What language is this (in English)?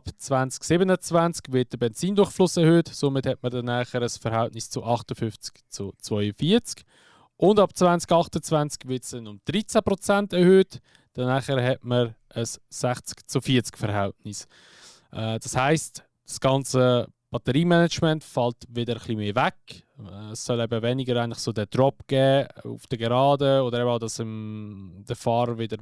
Swiss German